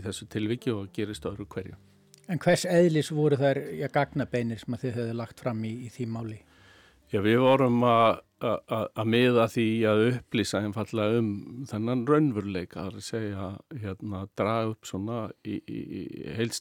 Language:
Icelandic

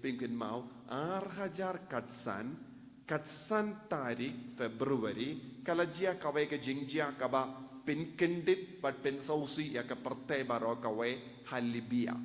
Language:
Khasi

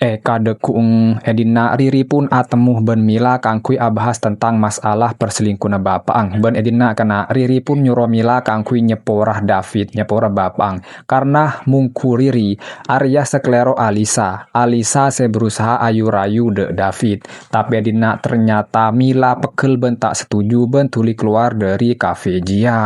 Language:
Madurese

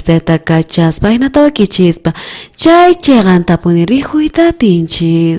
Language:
South Bolivian Quechua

